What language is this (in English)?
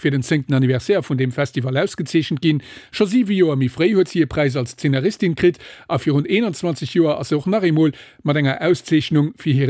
Luxembourgish